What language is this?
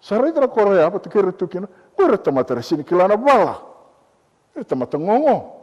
Fijian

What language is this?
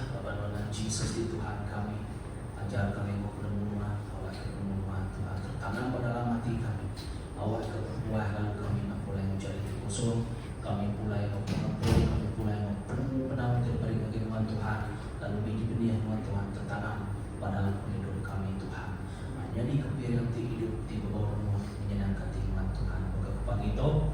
Iban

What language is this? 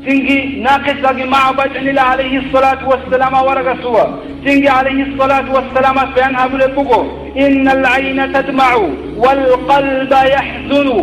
Avaric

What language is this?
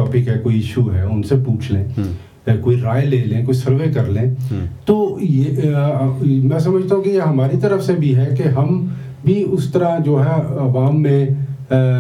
Urdu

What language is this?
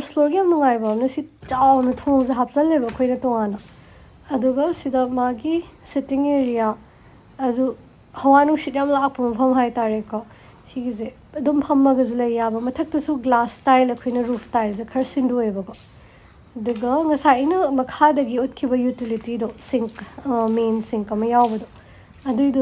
Manipuri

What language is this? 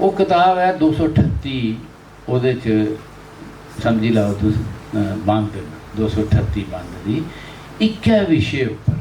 Dogri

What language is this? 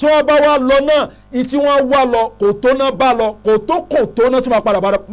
Yoruba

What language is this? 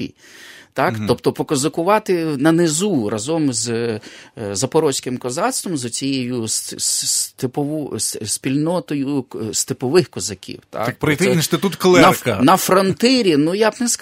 Ukrainian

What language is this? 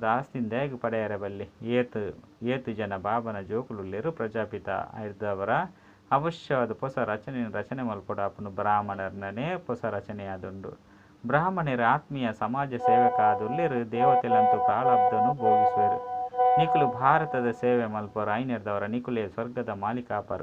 Tulu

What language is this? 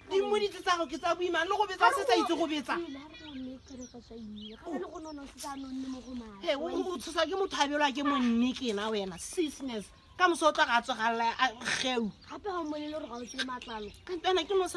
Tswana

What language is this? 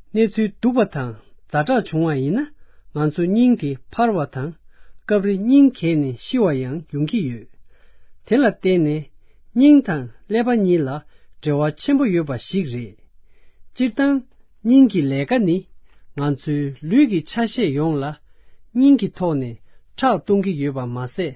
Tibetan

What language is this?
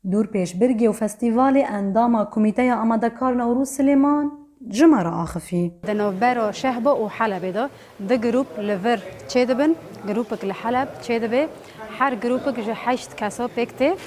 Kurdish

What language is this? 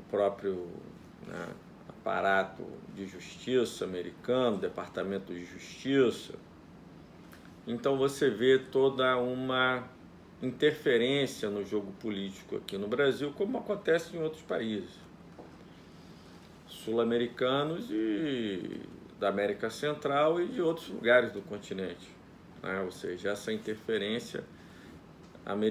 Portuguese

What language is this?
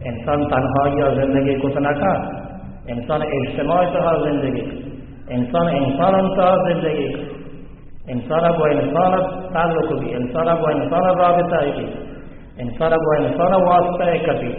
Baluchi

